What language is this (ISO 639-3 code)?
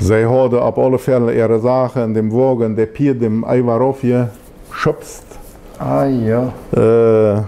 pdt